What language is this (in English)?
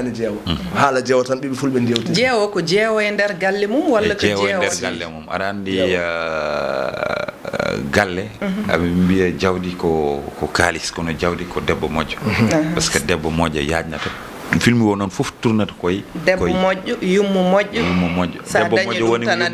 Fula